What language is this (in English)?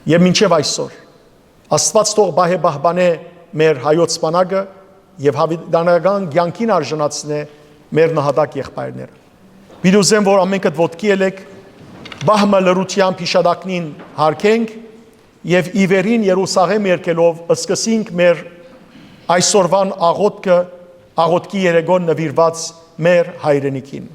Western Armenian